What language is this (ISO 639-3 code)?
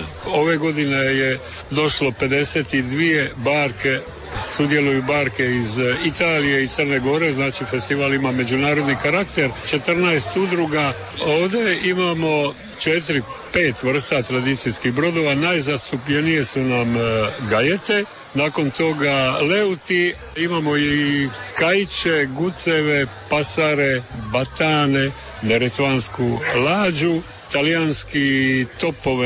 hrv